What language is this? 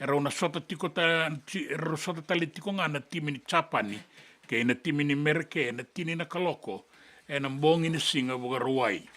Fijian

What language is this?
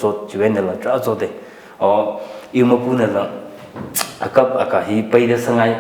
Tangkhul Naga (India)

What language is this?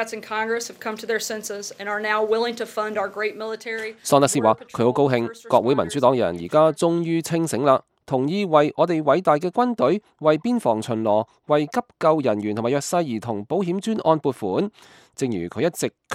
Cantonese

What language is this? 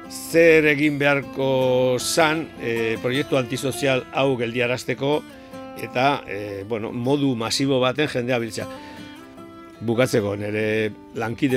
Basque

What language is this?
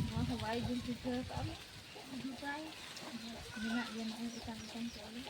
Santali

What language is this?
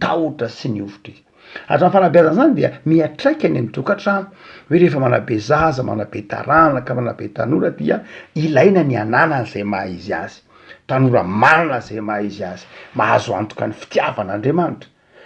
Malagasy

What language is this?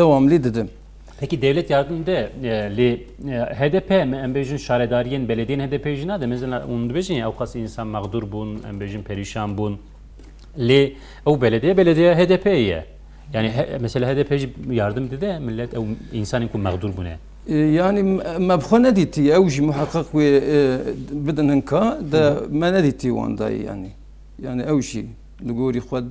Kurdish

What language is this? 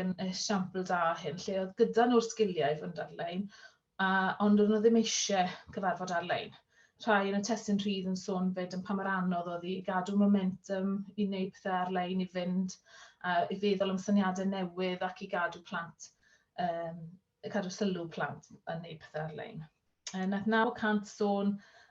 Welsh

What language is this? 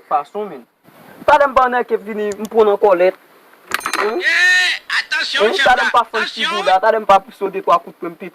Haitian Creole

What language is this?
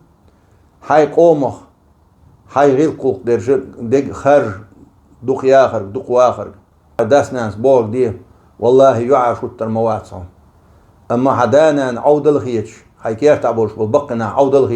Chechen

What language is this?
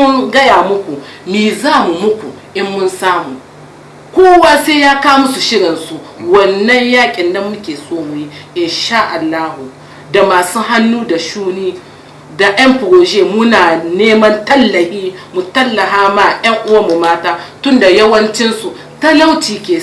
Hausa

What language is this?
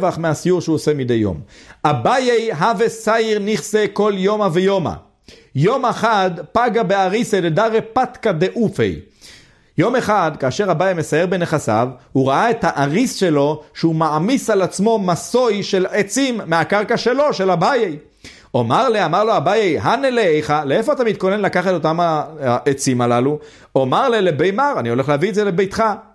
Hebrew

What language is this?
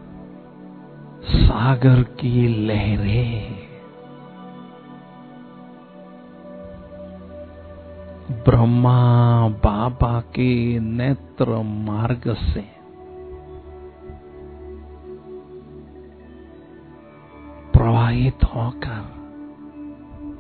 Hindi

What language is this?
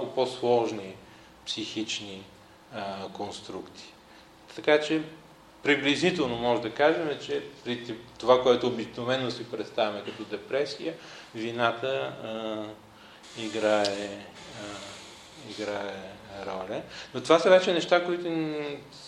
Bulgarian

